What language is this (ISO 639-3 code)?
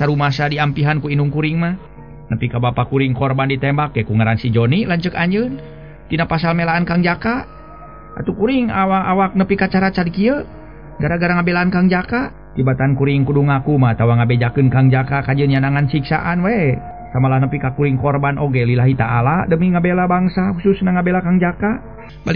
sun